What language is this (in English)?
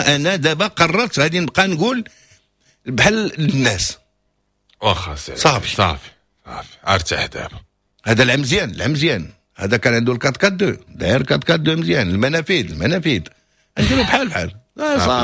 Moroccan Arabic